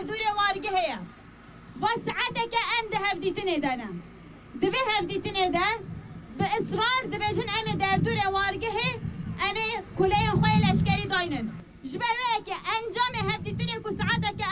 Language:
Kurdish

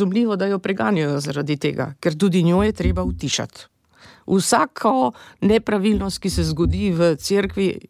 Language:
Slovenian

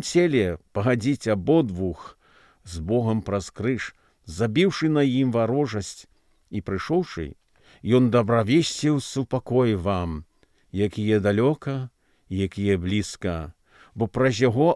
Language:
Belarusian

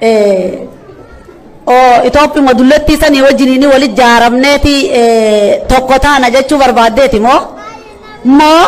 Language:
Oromo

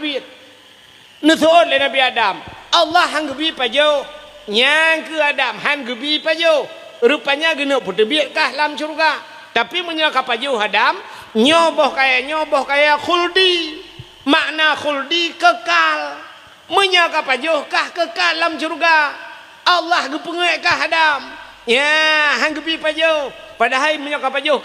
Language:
Achinese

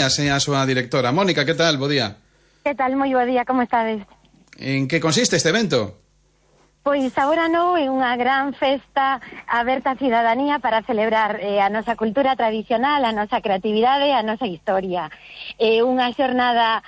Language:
Galician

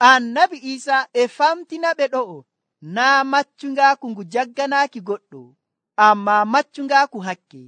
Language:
Nigerian Fulfulde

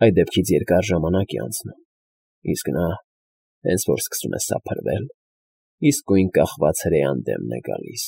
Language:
Armenian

